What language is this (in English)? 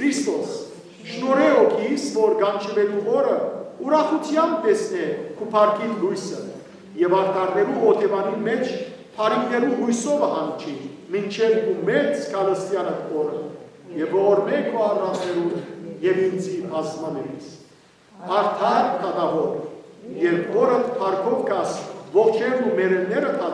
Western Armenian